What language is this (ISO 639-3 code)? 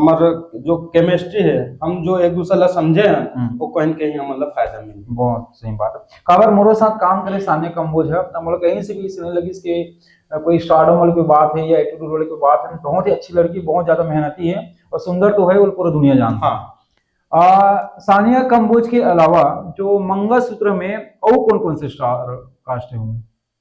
hne